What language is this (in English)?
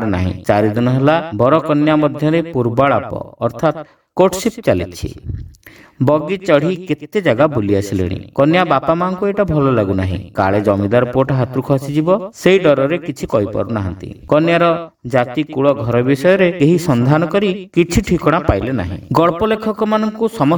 Odia